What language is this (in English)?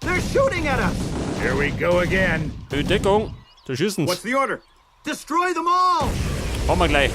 Bavarian